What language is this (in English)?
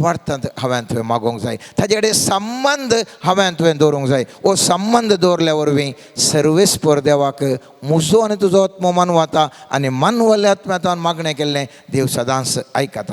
Konkani